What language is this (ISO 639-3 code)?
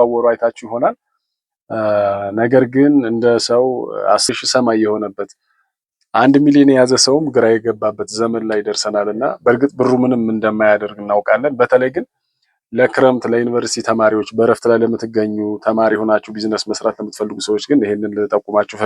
amh